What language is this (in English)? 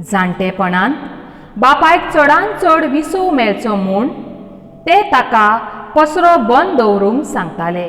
Konkani